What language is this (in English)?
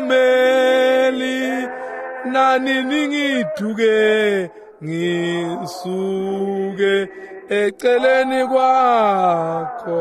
Swati